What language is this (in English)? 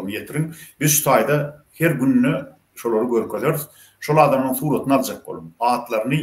Turkmen